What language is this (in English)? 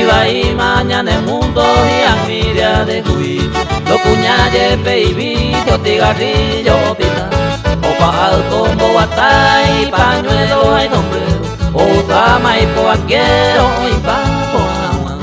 Guarani